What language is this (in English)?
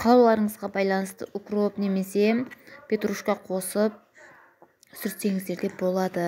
Kazakh